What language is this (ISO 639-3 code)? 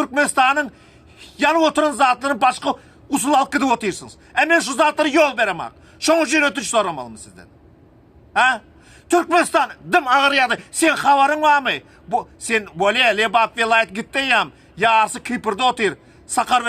tuk